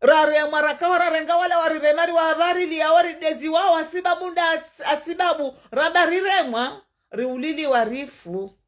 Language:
Ngazidja Comorian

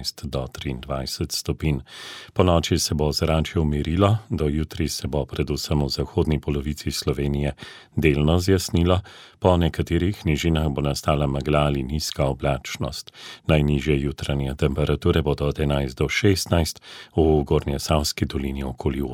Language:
Slovenian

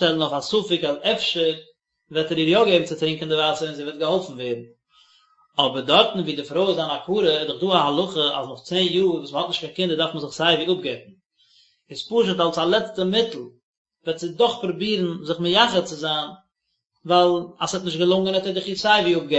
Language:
Yiddish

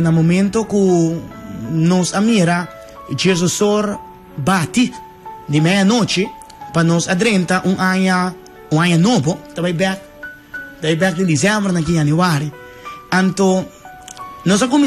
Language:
Papiamento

